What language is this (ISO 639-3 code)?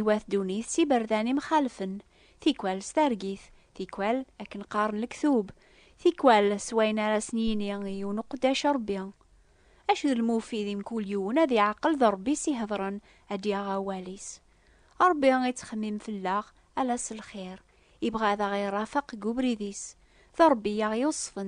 kab